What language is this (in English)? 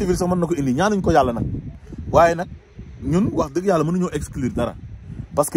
Wolof